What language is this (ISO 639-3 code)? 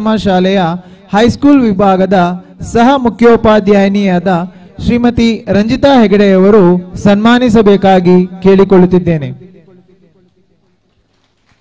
kan